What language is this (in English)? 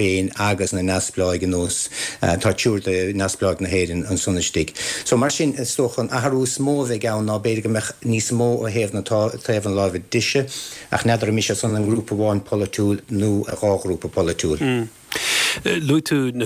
Irish